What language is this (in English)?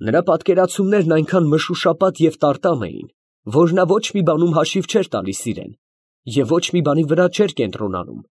Armenian